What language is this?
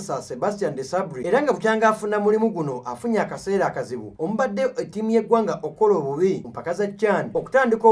Ganda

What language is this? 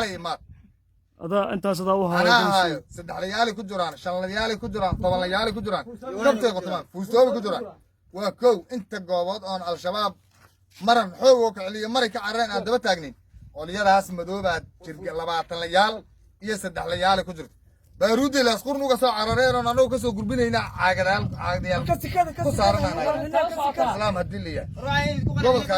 Somali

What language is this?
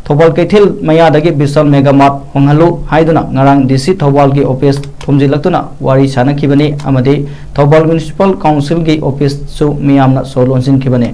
Manipuri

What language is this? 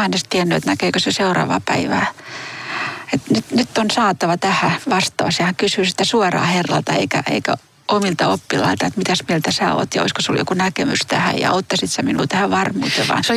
Finnish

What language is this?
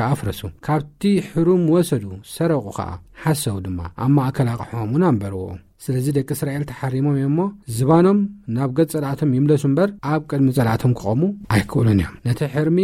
Tigrinya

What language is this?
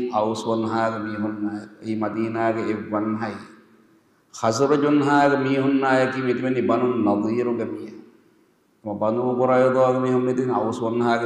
Divehi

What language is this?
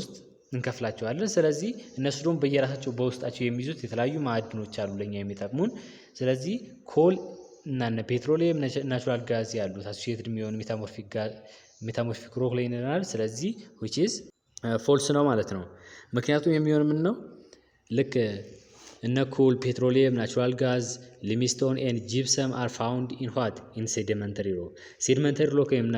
Amharic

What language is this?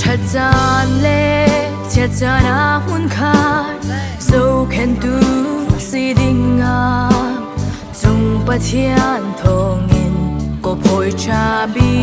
Hakha Chin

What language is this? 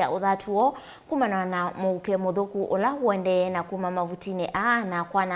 Kamba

